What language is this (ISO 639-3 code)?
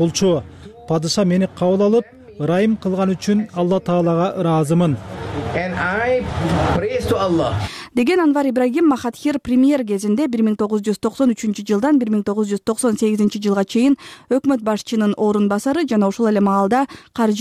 kir